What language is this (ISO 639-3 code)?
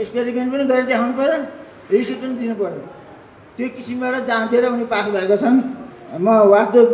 nep